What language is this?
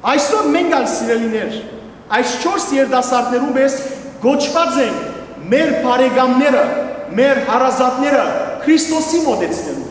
Western Armenian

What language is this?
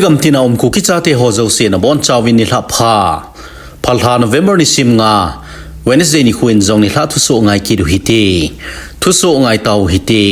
Thado Chin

